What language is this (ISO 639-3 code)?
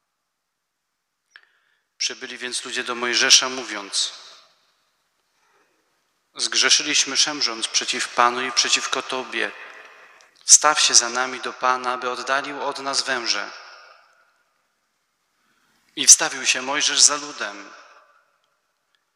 pol